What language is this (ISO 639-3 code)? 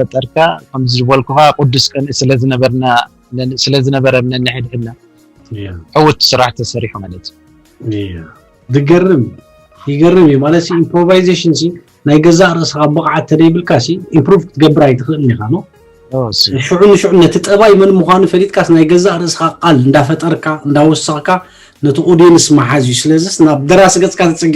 tir